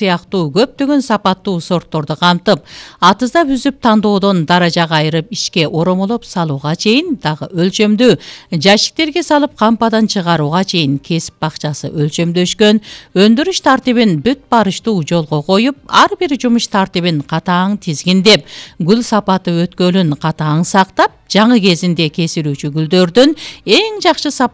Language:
Kyrgyz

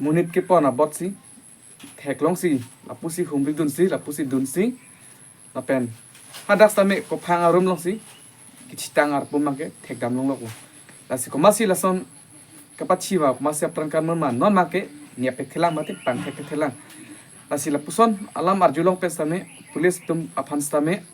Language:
Karbi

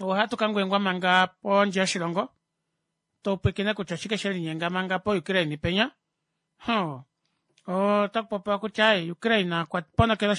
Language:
Kuanyama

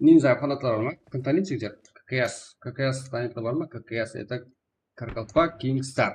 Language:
Kara-Kalpak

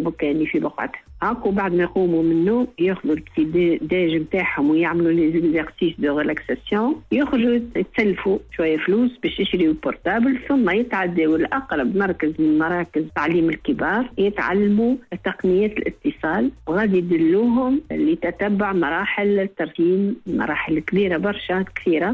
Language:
Tunisian Arabic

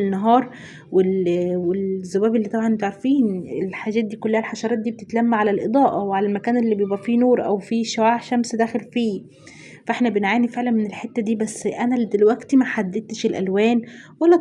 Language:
Egyptian Arabic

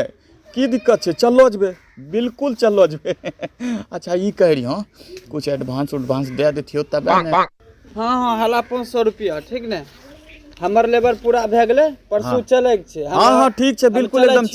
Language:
Angika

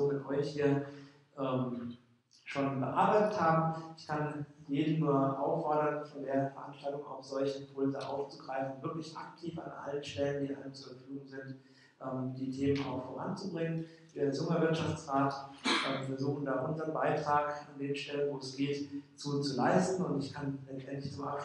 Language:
German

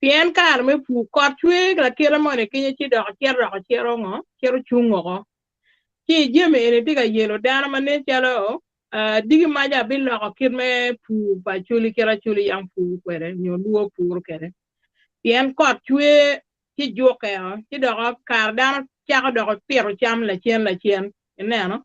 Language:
Acoli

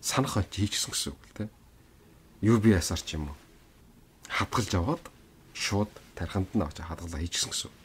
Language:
Mongolian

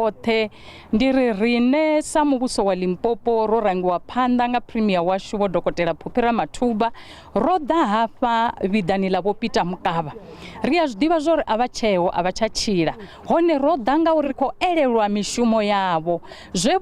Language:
Venda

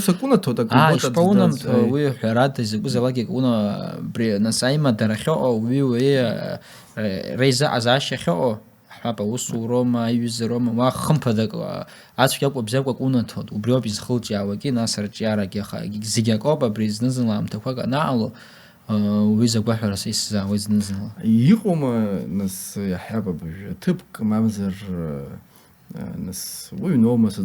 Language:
Abkhazian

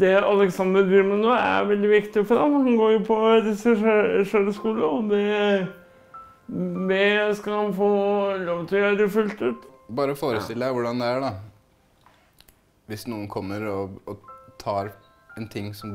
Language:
Norwegian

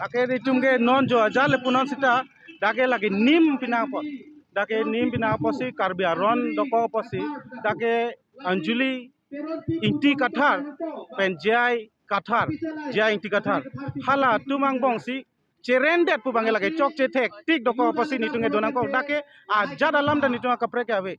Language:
Karbi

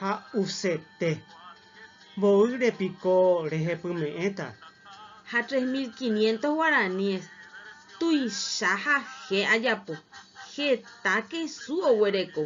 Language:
Guarani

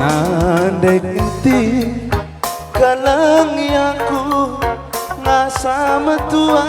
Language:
Batak Karo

